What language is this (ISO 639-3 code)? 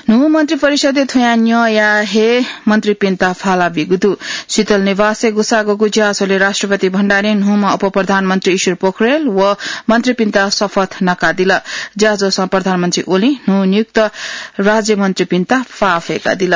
new